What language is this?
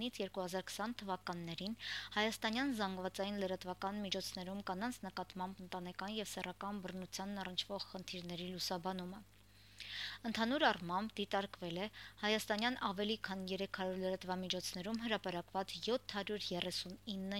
Armenian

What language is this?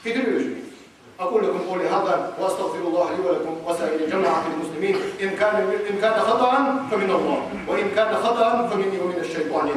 Ingush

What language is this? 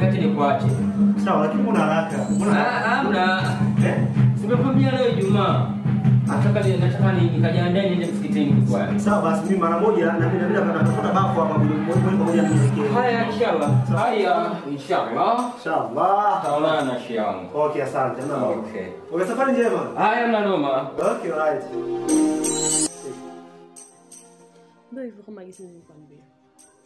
Swahili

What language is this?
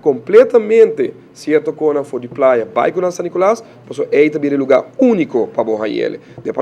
Papiamento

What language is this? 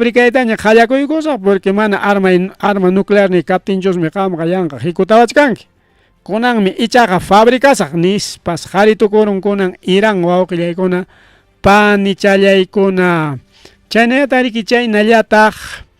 Ayacucho Quechua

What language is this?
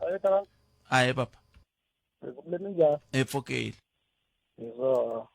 Tsonga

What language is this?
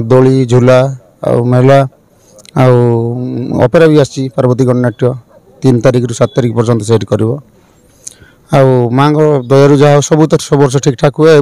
Odia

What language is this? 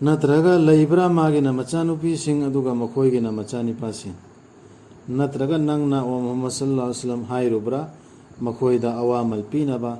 Manipuri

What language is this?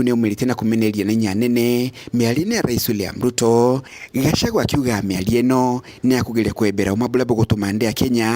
Meru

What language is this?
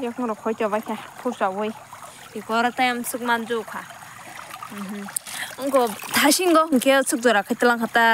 Kok Borok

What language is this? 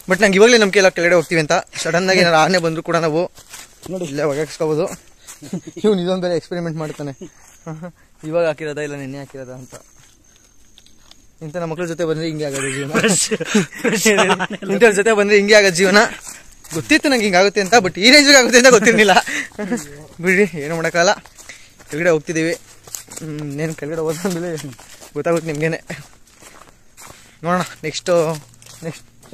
Kannada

